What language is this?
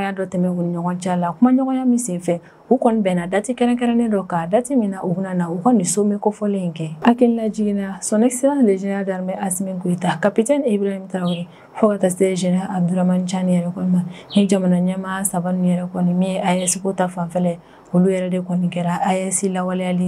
Bambara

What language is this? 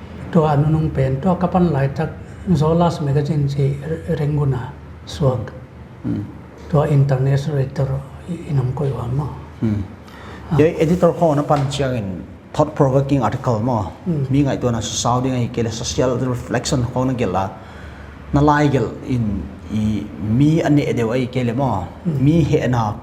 Paite Chin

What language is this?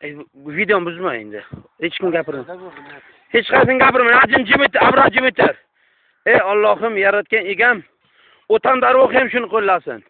Uzbek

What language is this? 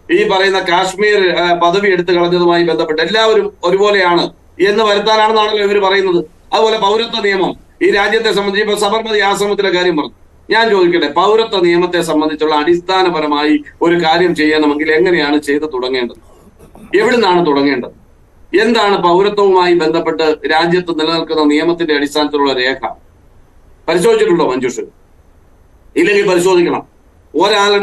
Malayalam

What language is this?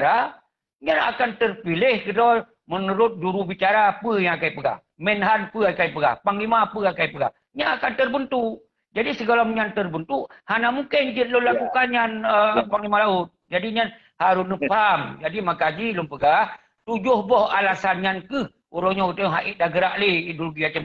Achinese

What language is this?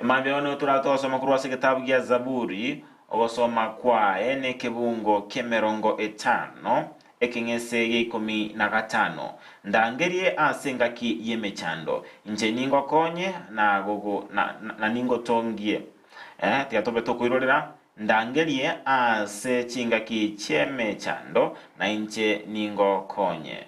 Gusii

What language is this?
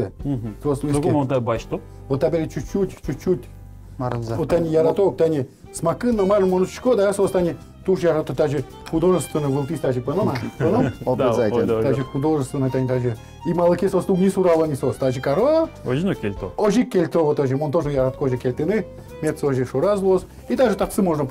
Udmurt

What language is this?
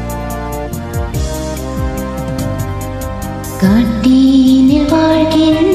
Tamil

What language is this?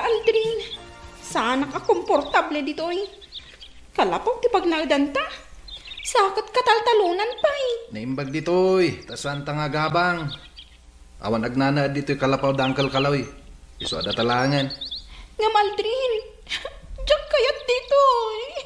Iloko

